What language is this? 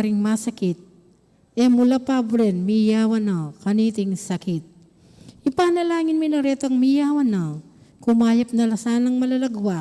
Pampanga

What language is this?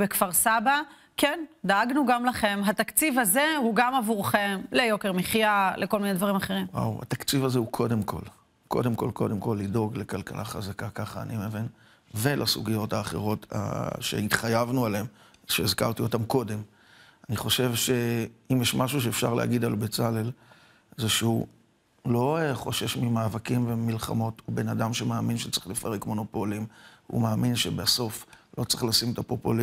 Hebrew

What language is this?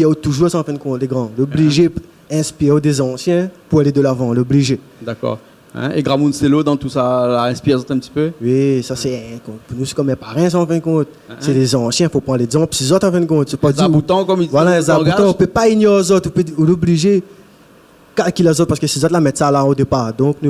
Réunion Creole French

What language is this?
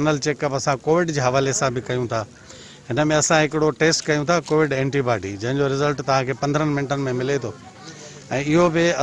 Sindhi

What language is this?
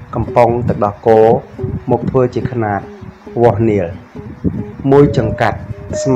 Khmer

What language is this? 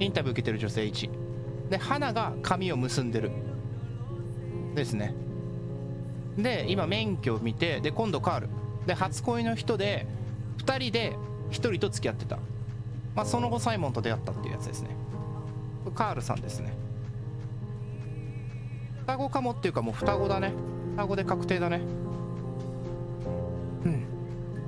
Japanese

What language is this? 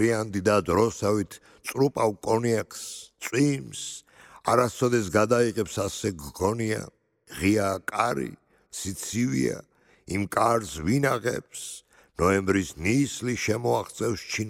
Georgian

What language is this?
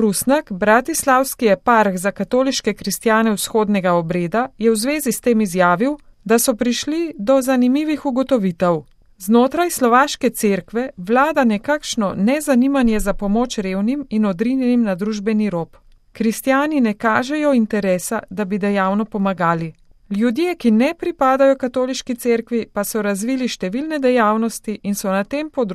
Slovenian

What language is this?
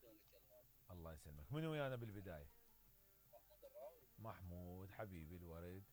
Mesopotamian Arabic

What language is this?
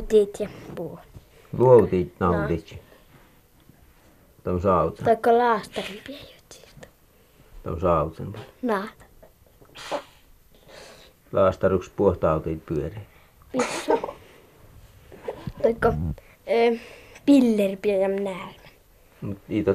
Finnish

